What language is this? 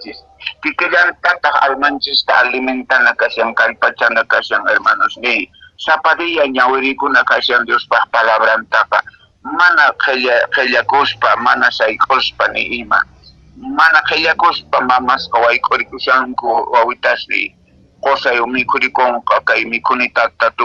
Quechua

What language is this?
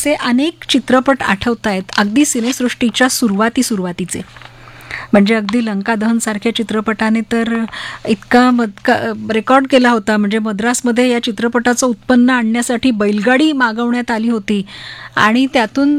Marathi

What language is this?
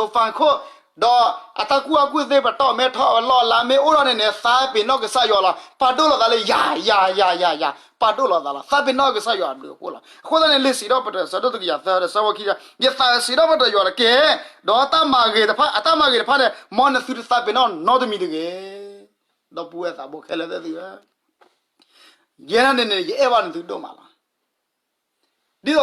S'gaw Karen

